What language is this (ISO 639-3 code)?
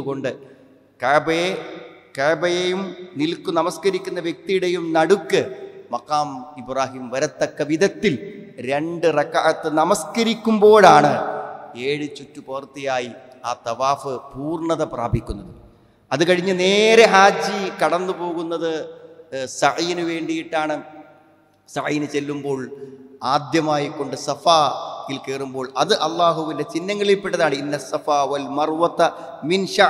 mal